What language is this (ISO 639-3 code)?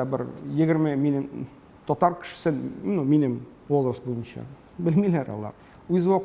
tat